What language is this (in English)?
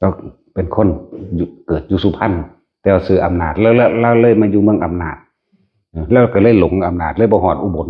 Northeastern Thai